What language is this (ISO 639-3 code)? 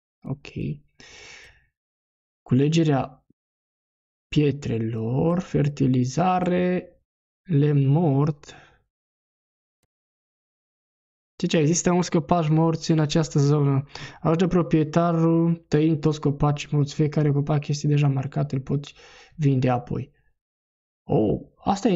ron